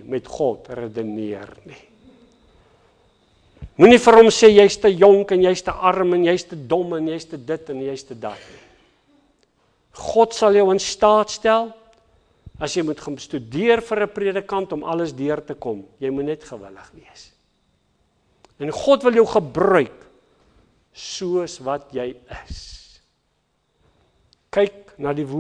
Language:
Afrikaans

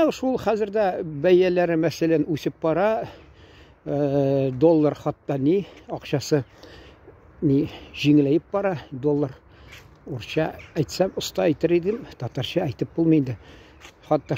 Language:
Tatar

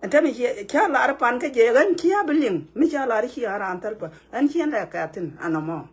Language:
Nuer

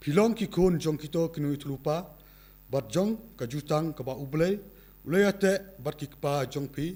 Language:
Khasi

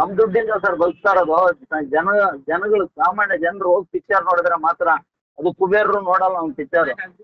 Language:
Kannada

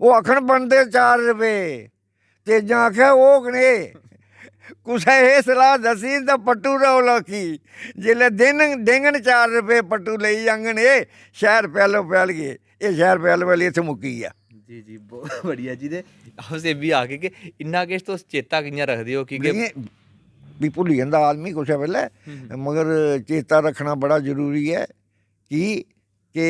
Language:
Dogri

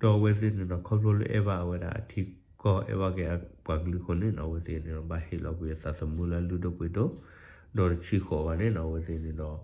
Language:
S'gaw Karen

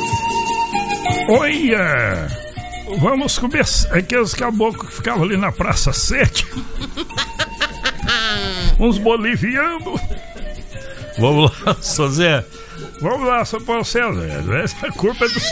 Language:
Portuguese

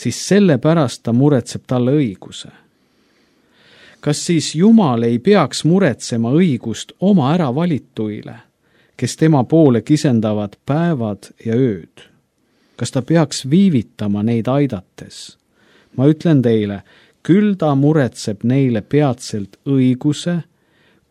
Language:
Estonian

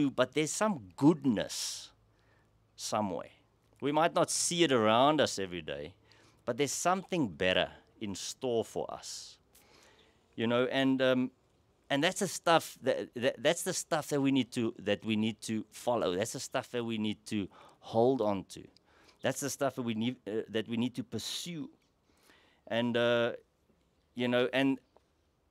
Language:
English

